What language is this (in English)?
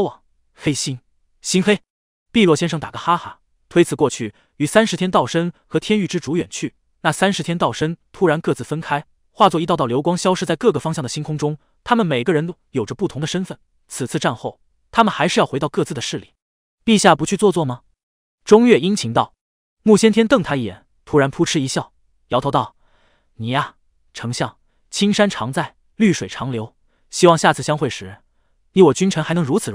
Chinese